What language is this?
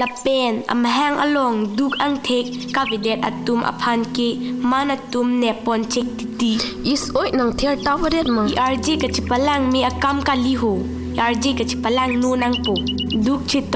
Karbi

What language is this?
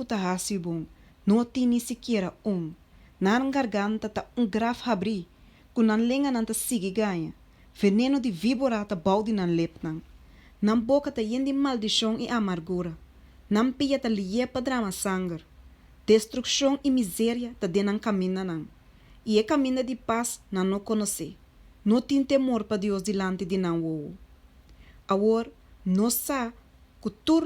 Papiamento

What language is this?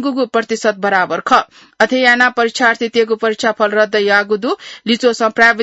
Newari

